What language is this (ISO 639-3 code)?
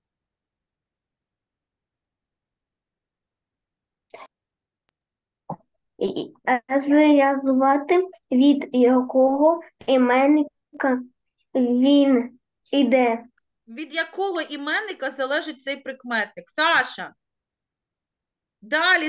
ukr